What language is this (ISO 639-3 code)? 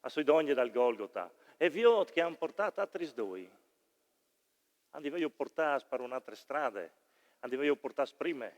fur